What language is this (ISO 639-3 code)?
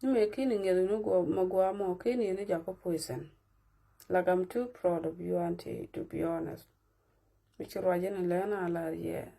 nus